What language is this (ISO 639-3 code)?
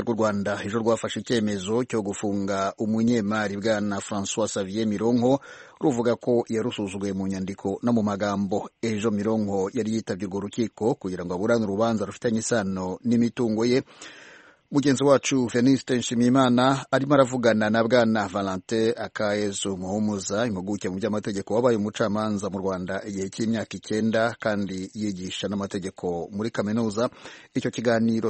kin